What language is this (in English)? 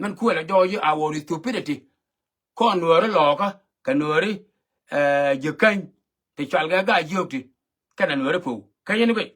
Nuer